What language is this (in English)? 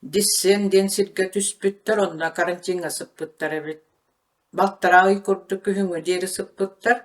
Yakut